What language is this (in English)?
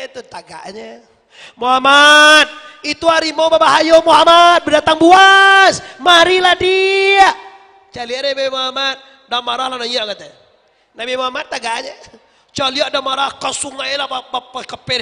Minangkabau